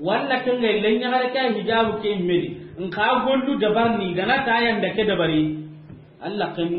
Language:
Soninke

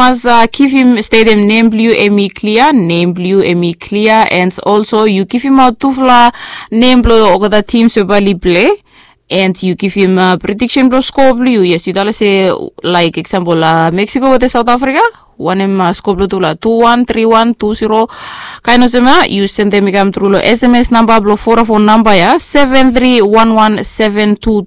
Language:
Bislama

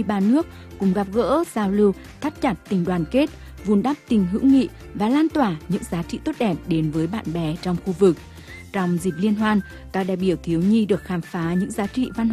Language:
Vietnamese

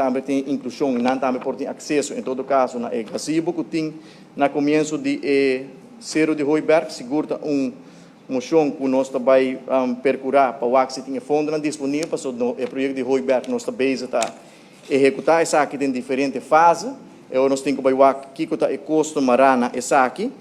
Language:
Papiamento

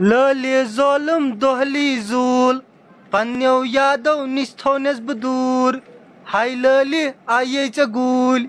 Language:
Kashmiri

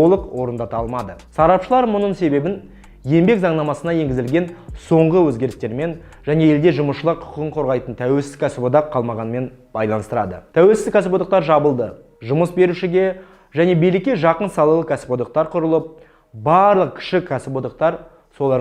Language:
Kazakh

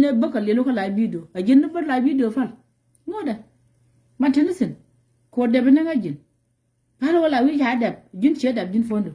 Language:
Nuer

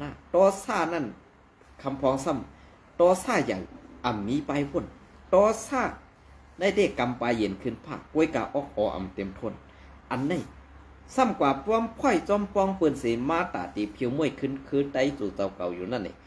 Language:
Shan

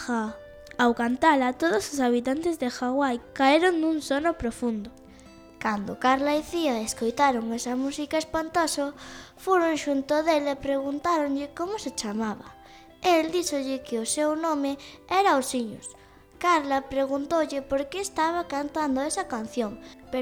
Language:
Galician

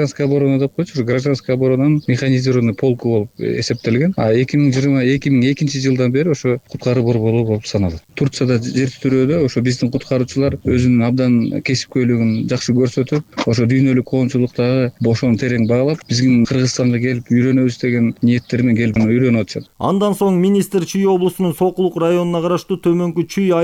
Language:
Kyrgyz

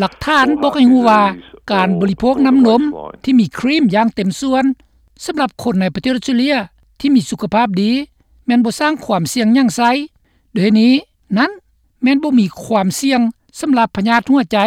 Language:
Lao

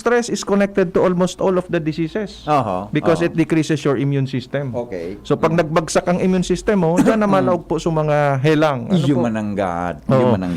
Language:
Bikol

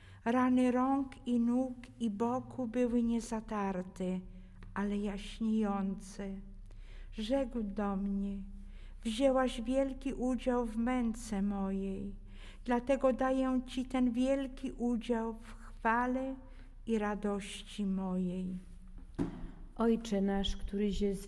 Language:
Polish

